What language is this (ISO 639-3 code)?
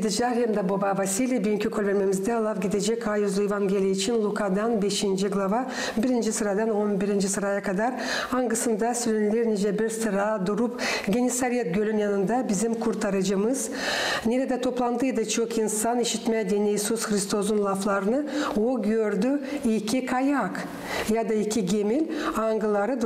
gag